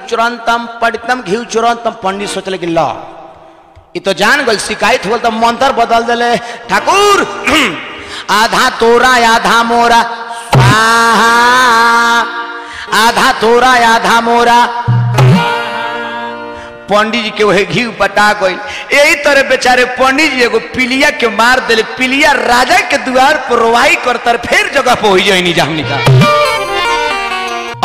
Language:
Bhojpuri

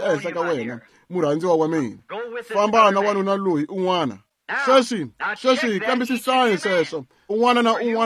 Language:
Tsonga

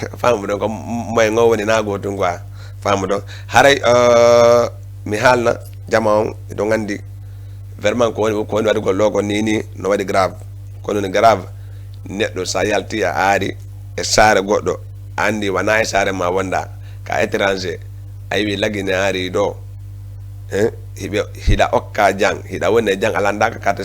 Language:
Fula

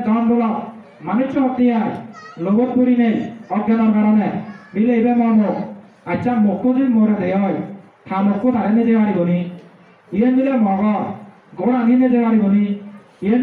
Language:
Chakma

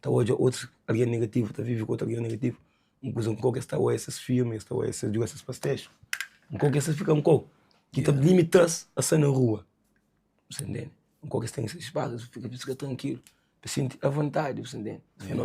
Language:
Kabuverdianu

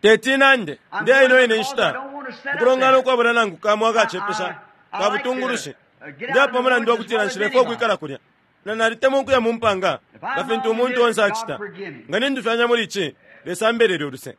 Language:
Bemba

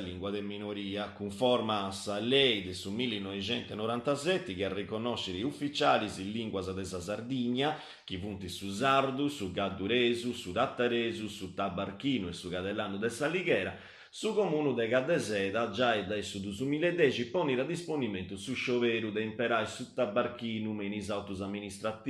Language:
Sardinian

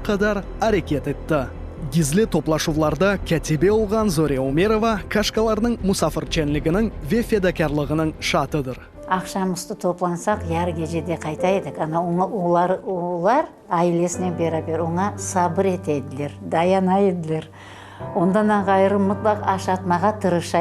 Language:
Crimean Tatar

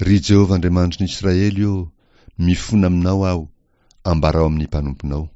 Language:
Malagasy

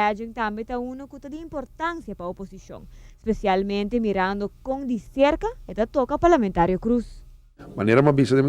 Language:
Papiamento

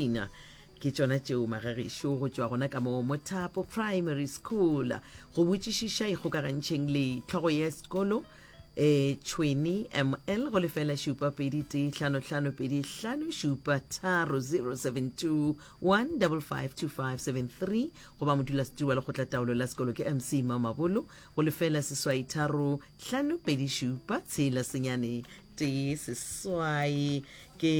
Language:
Northern Sotho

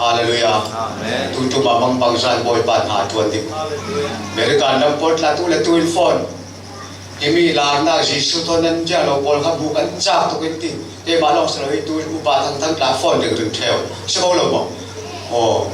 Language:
Falam Chin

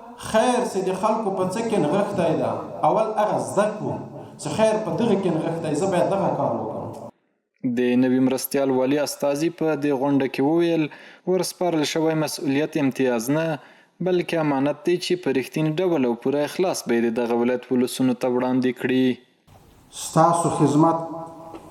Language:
Pashto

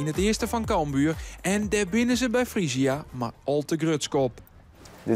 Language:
Western Frisian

